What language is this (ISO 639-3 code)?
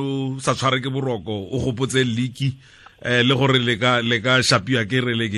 tsn